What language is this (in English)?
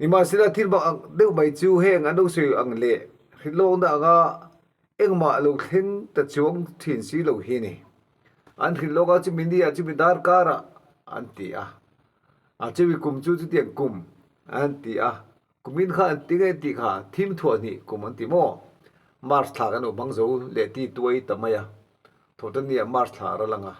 Mizo